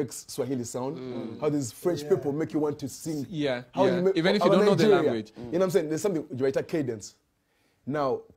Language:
English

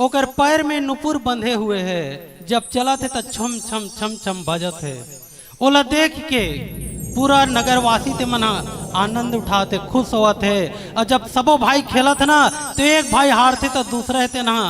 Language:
Chhattisgarhi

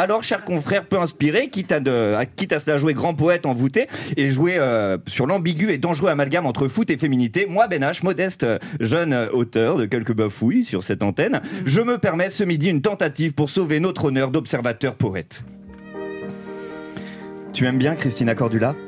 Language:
French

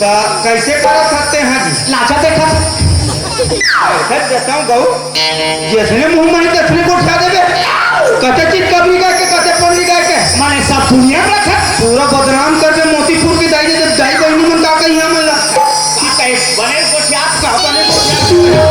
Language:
Chhattisgarhi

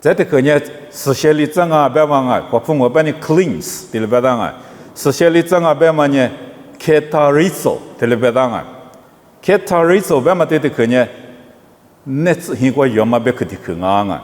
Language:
Lisu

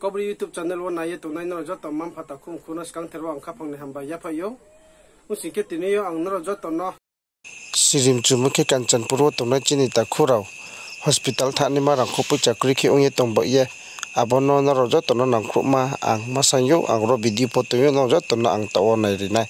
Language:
Riang (India)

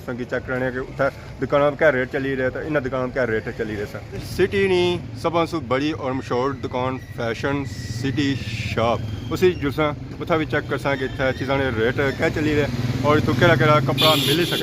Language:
Pahari-Potwari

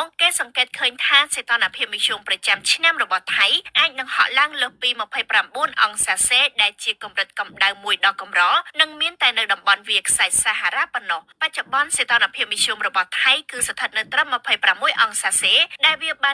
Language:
Khmer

